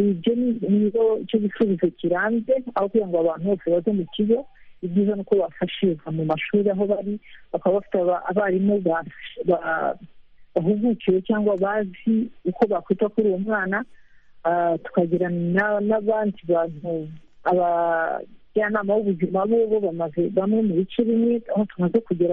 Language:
Kinyarwanda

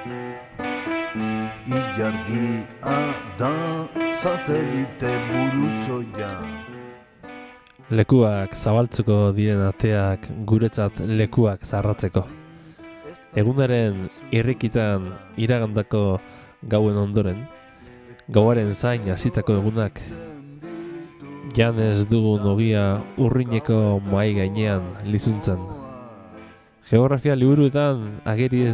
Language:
Basque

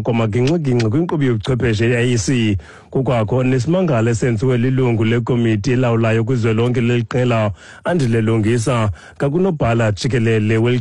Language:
Xhosa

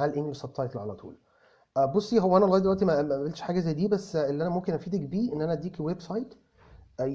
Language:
Egyptian Arabic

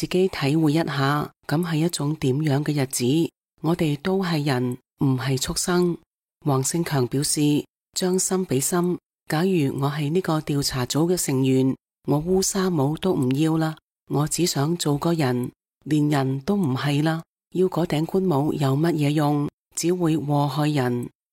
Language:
Cantonese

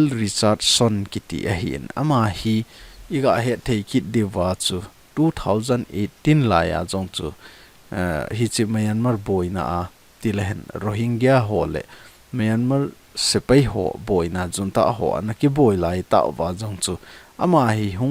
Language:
Thado Chin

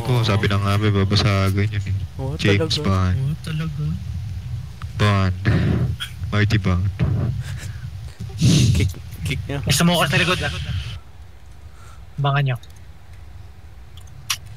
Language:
Filipino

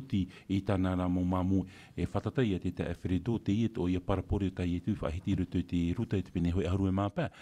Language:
Tahitian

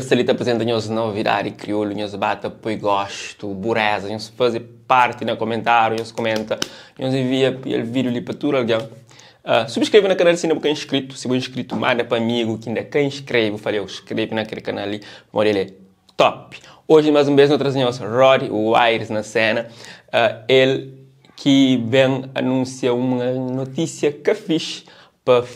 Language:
Kabuverdianu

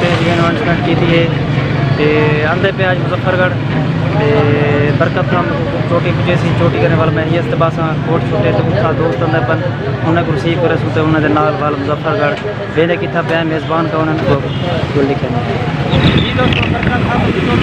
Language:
Saraiki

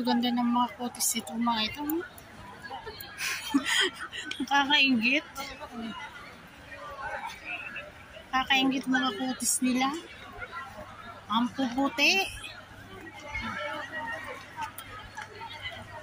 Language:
Filipino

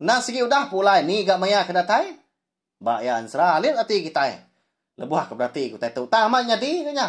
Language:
Iban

